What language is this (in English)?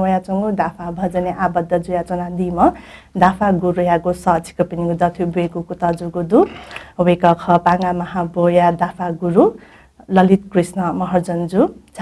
Newari